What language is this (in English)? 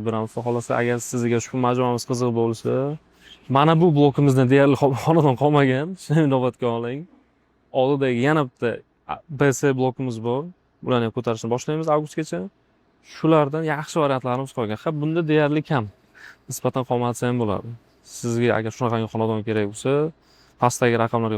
Uzbek